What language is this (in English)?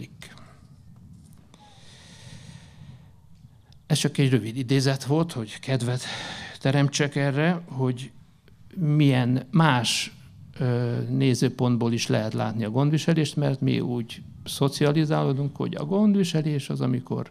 Hungarian